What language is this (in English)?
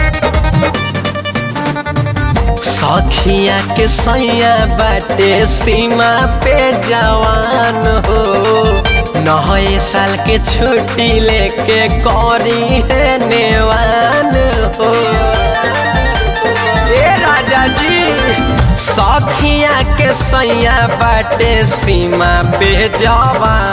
Bhojpuri